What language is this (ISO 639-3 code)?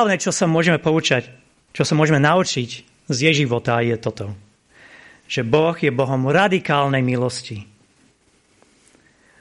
slk